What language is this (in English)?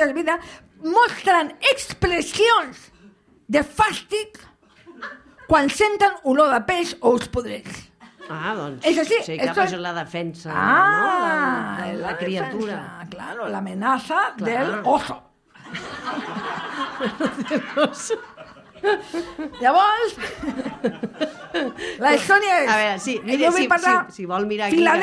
Catalan